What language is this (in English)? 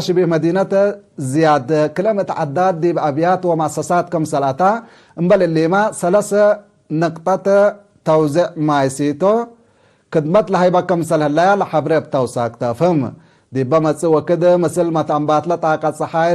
Tigre